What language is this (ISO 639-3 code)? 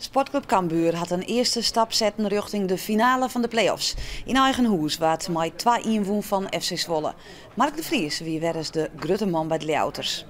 fry